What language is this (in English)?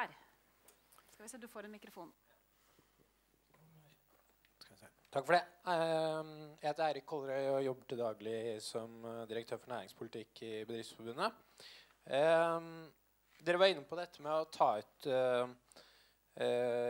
Norwegian